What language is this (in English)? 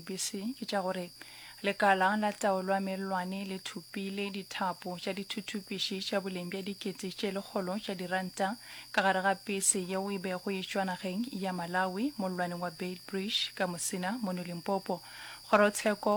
Northern Sotho